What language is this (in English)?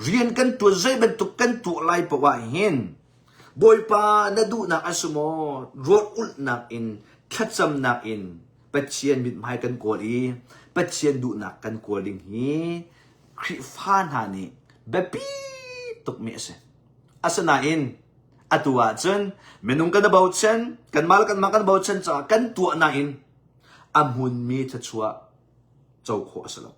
Hakha Chin